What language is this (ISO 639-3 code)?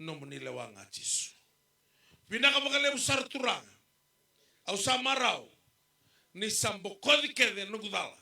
fij